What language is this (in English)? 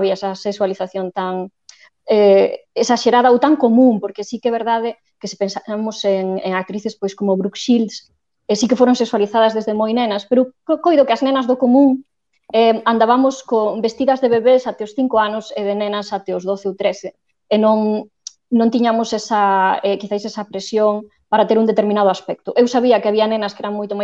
Galician